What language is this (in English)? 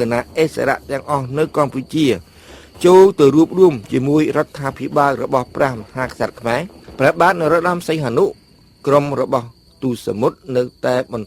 Khmer